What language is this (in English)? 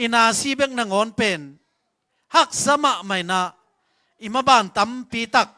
Tedim Chin